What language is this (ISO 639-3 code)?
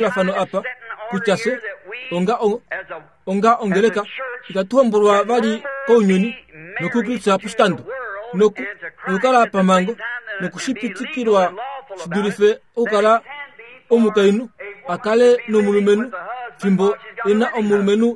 kua